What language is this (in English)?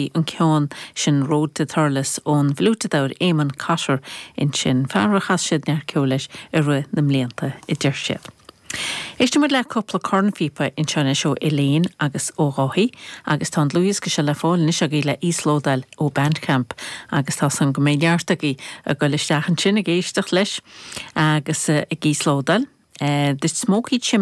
Irish